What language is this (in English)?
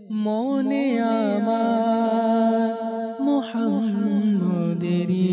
Bangla